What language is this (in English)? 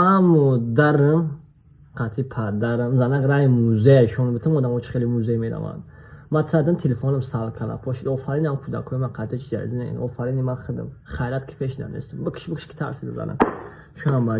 Tajik